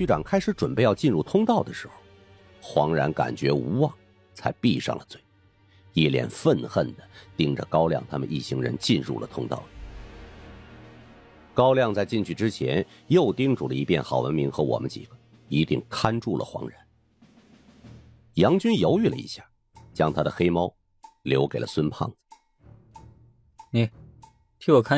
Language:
Chinese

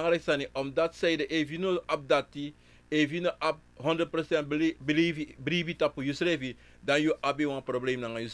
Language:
Sranan Tongo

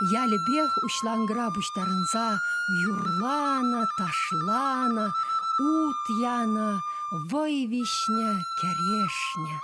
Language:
Chuvash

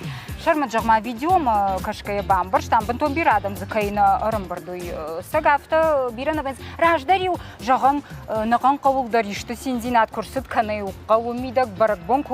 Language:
Ossetic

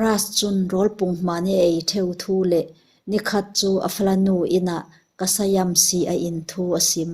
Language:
Falam Chin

